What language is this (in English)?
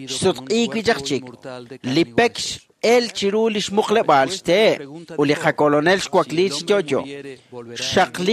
Kekchí